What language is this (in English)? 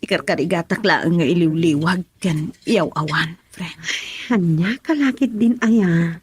Iloko